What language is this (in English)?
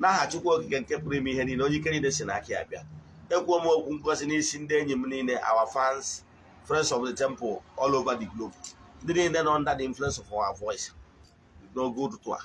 Igbo